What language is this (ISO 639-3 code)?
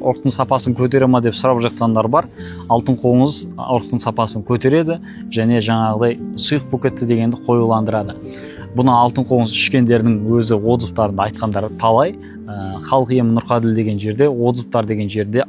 kaz